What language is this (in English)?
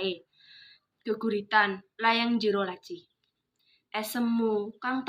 Javanese